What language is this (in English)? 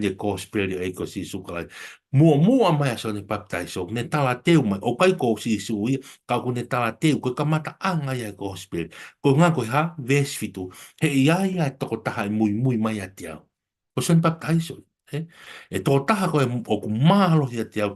Tongan